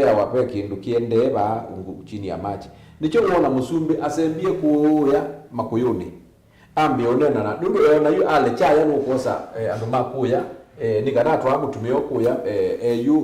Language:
Kamba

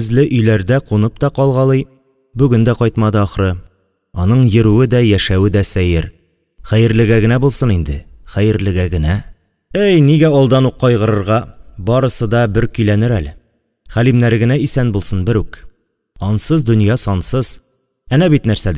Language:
Tatar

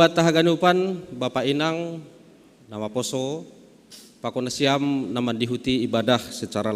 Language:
Batak Simalungun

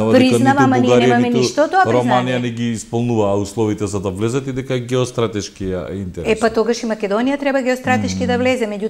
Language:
Macedonian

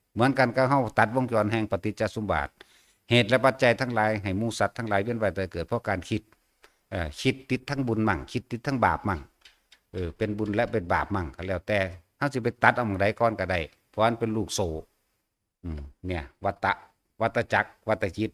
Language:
Northeastern Thai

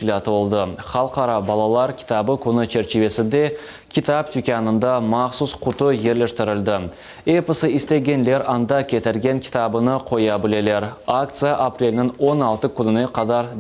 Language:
Crimean Tatar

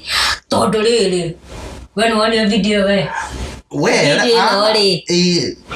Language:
Kikuyu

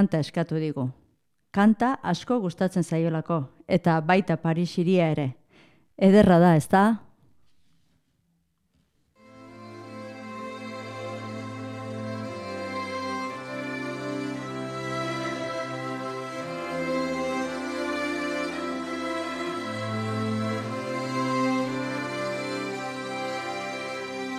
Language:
Basque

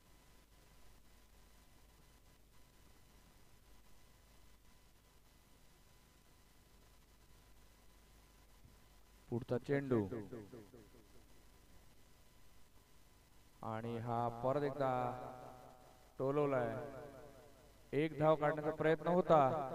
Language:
Marathi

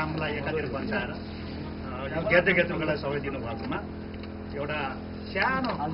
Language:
Nepali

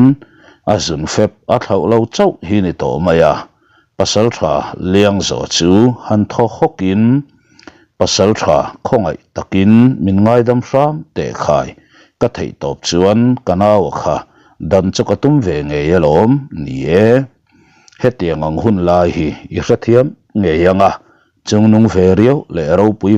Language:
Mizo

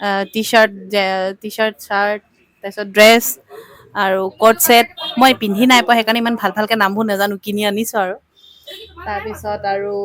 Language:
Assamese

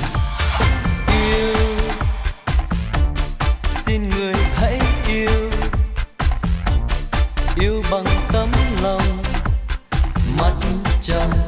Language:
Vietnamese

